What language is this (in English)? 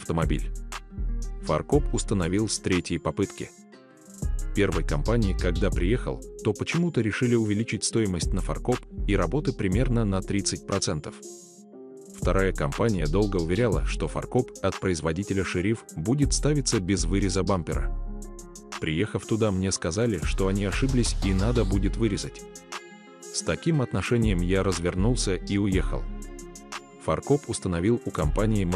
Russian